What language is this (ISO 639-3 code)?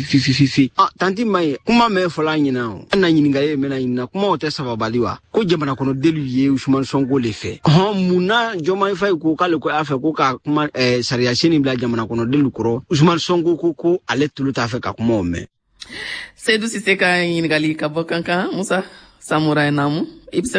bam